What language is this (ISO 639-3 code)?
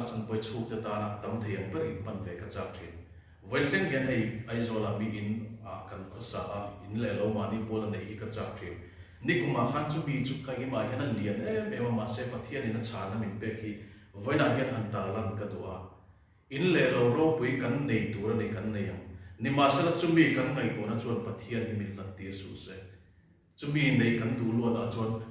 lus